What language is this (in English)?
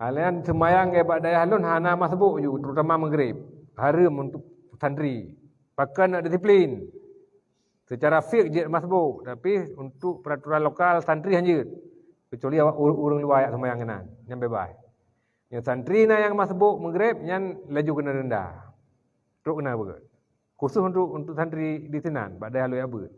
Achinese